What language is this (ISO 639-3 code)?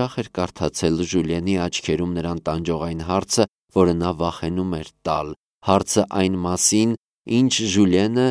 hye